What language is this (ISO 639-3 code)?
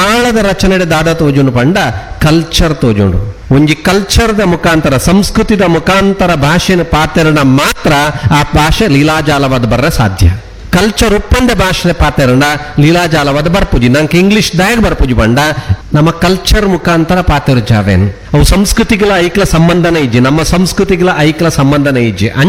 tcy